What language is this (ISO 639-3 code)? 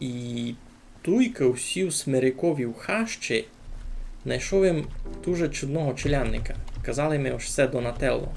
rue